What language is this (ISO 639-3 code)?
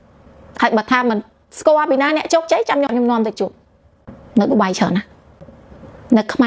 khm